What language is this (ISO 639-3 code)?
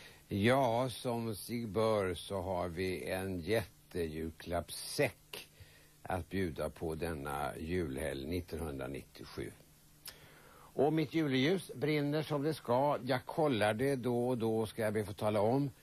swe